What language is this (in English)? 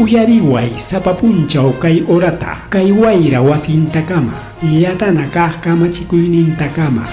Ayacucho Quechua